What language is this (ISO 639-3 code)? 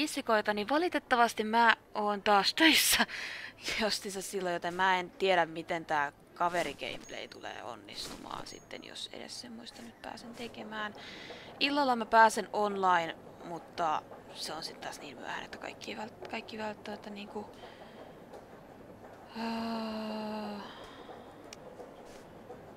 fin